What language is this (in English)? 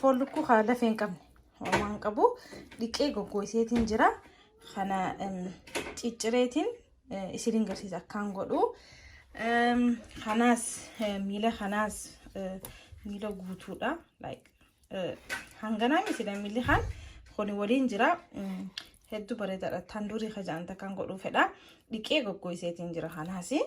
Oromo